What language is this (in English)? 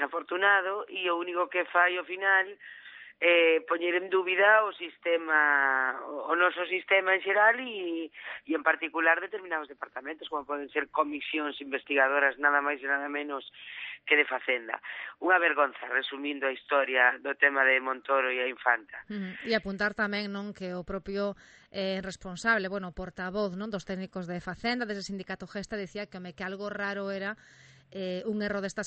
Galician